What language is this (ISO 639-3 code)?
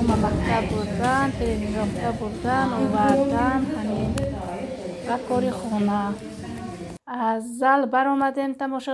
tgk